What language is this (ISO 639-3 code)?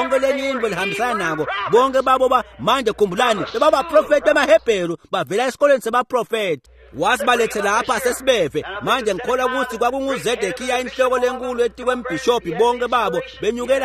ssw